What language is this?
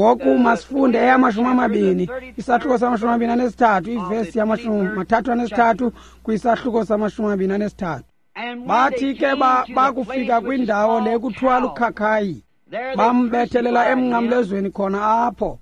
Xhosa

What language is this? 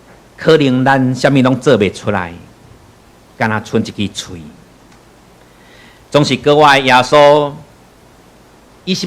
Min Nan Chinese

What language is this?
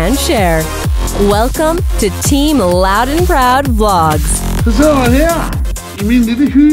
Danish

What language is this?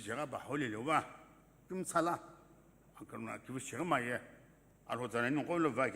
Sumi Naga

